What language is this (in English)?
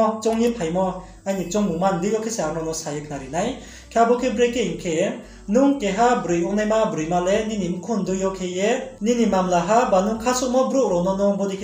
Riang (India)